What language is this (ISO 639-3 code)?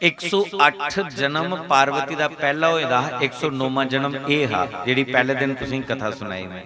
doi